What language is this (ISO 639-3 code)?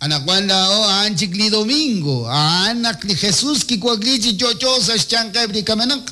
kek